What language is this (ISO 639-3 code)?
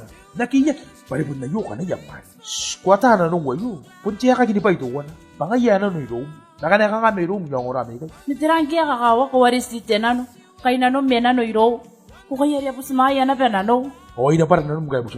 gil